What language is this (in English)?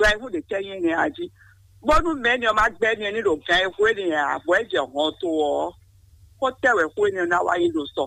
Fon